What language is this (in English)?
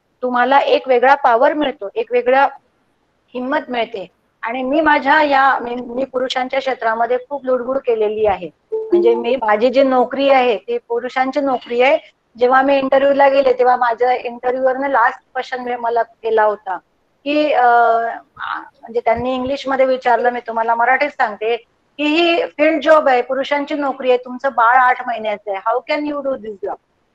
Marathi